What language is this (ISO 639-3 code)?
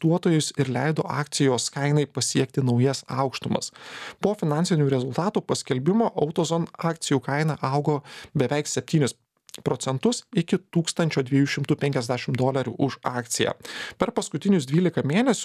lit